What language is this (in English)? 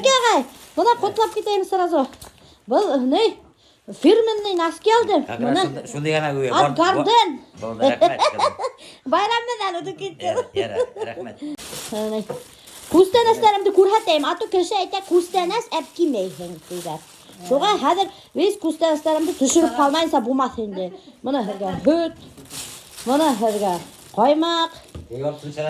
Bashkir